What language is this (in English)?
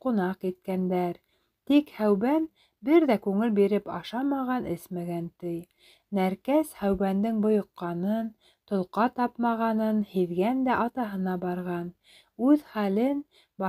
Bashkir